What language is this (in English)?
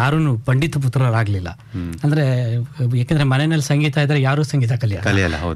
Kannada